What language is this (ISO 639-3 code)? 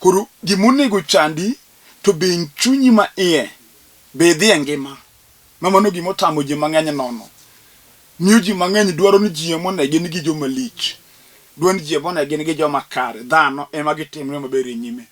luo